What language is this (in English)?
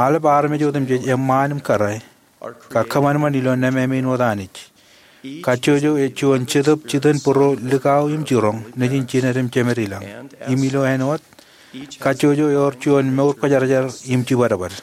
Marshallese